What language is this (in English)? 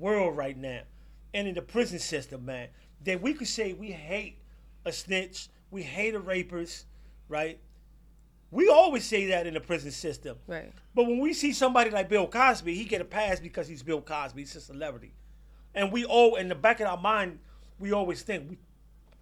English